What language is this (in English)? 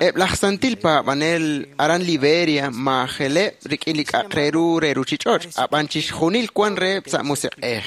Kekchí